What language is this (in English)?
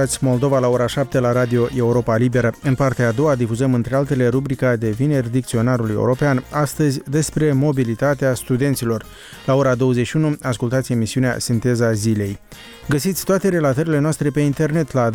Romanian